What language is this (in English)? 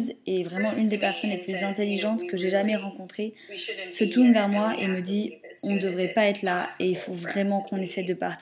French